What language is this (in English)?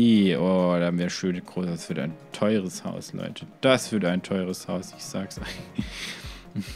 German